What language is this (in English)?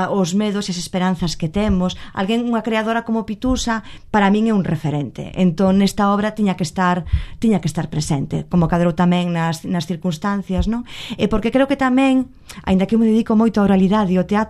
Galician